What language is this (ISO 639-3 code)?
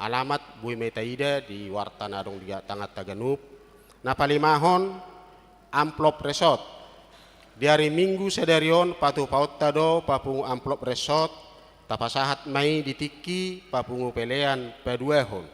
bbc